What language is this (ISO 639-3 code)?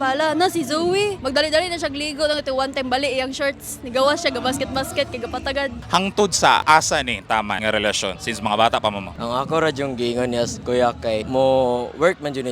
ceb